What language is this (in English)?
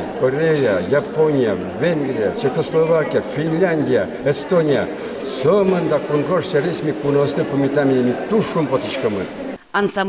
Udmurt